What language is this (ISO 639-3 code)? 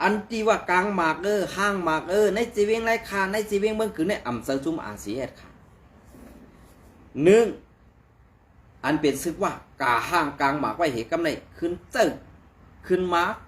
shn